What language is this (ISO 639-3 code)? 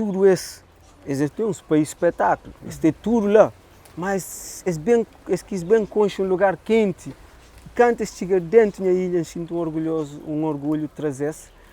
kea